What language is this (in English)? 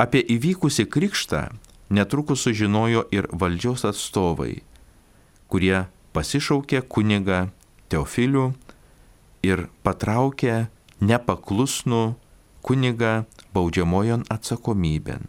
Lithuanian